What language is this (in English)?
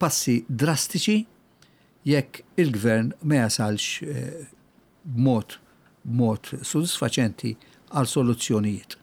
Maltese